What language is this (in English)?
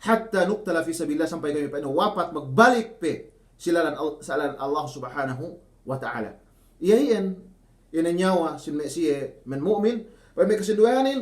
Yakan